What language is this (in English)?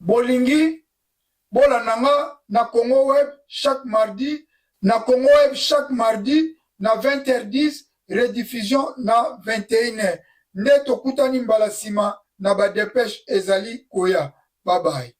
Lingala